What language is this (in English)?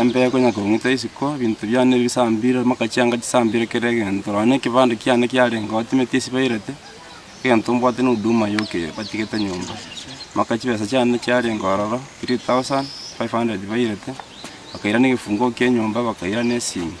Gusii